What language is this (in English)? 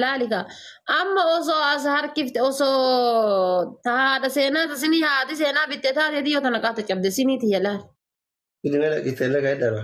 Oromo